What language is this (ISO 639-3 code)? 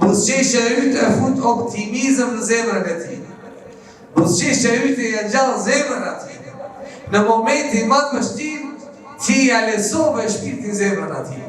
sqi